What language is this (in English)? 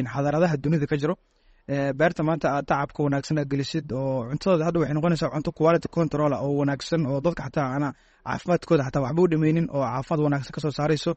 Somali